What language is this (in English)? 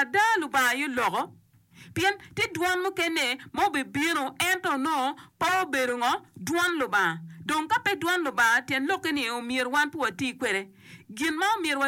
Acoli